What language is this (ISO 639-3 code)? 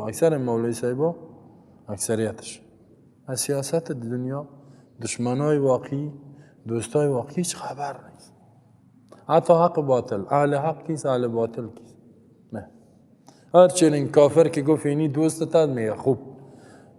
fas